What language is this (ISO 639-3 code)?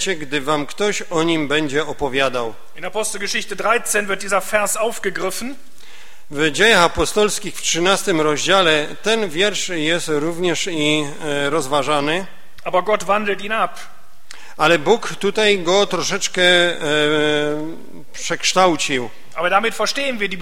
pol